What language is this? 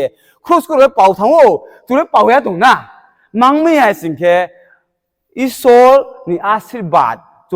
Riang (India)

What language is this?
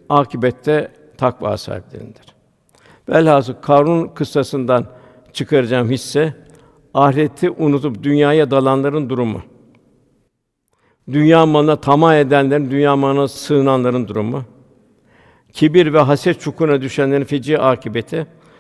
Turkish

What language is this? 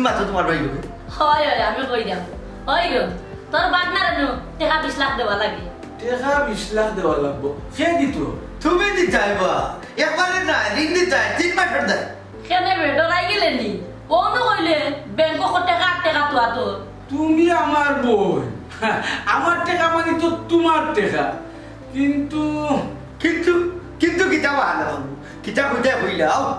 Sylheti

